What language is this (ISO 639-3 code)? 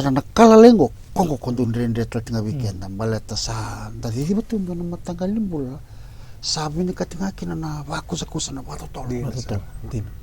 fij